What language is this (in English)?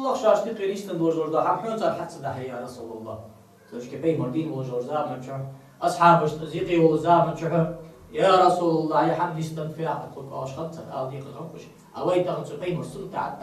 Ingush